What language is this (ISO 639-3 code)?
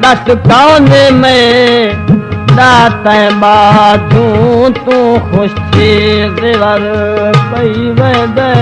skr